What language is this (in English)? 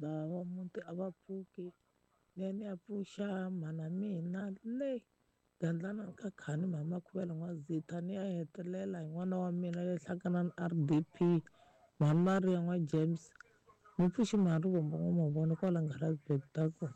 Tsonga